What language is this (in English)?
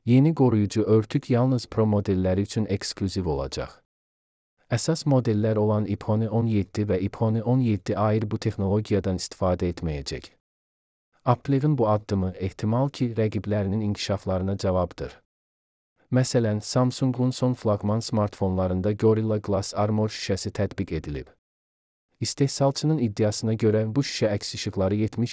Azerbaijani